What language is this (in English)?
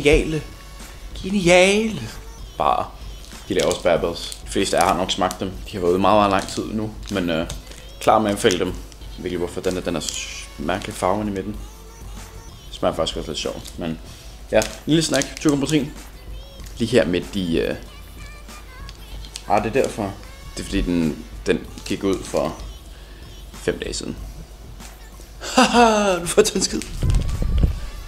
Danish